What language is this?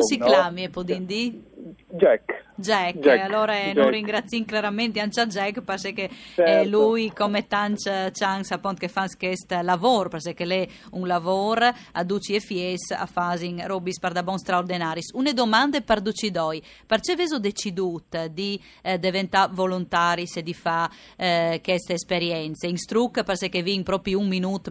Friulian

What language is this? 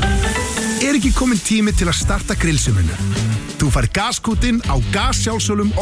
Icelandic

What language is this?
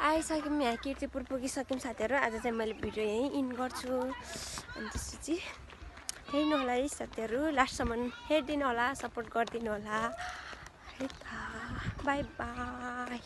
Nepali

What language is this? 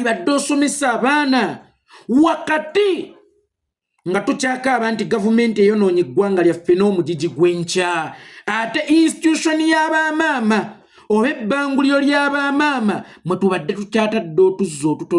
Ganda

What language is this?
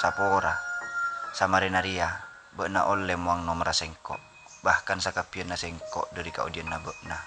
Madurese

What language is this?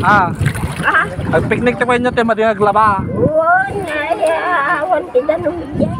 Iloko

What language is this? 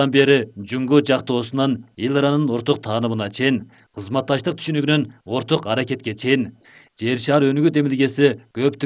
Kyrgyz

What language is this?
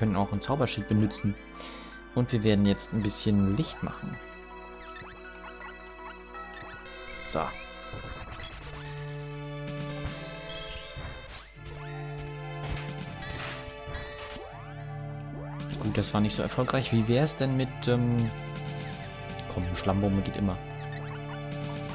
German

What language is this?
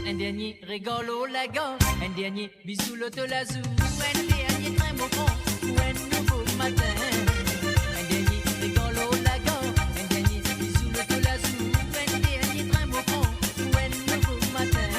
Morisyen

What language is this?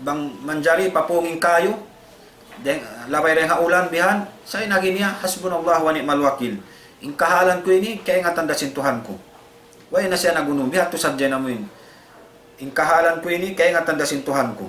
Tausug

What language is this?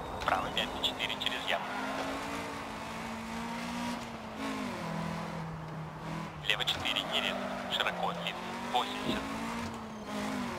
Russian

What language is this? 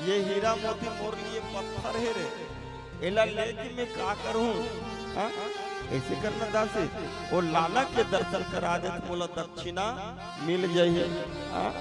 Chhattisgarhi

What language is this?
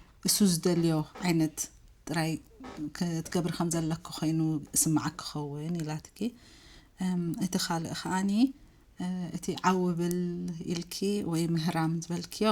Tigrinya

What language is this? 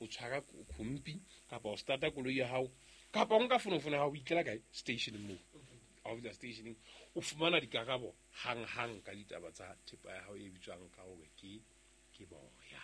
Southern Sotho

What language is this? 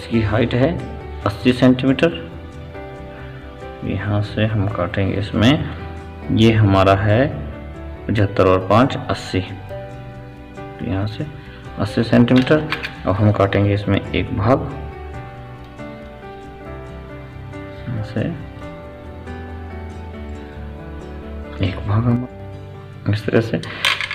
Hindi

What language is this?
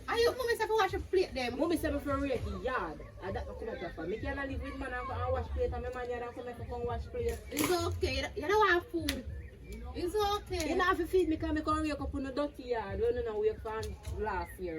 Jamaican Creole English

